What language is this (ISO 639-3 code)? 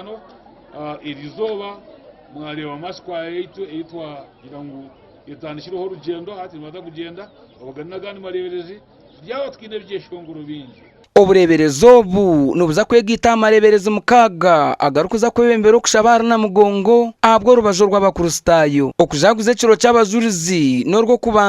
nyn